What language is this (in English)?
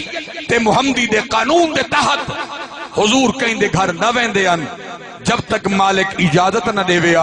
Saraiki